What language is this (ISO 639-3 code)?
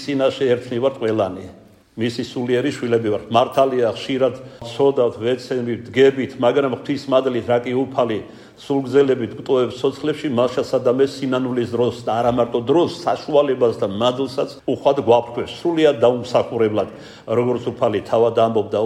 kat